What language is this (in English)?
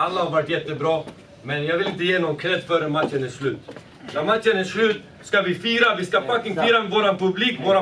Swedish